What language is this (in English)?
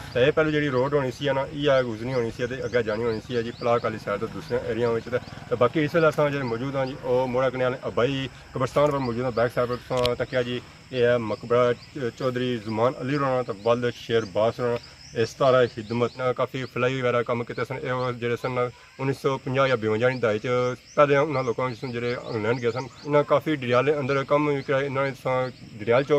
Pahari-Potwari